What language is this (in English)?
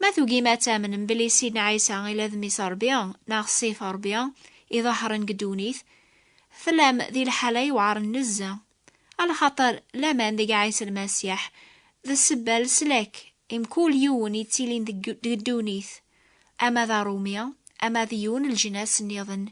Kabyle